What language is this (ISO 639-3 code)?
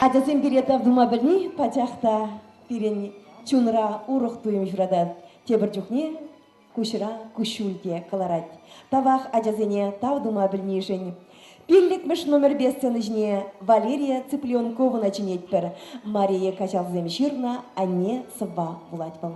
chv